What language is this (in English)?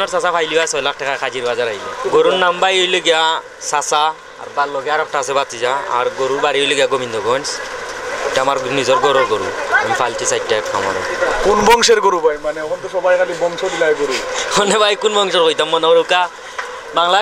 Sylheti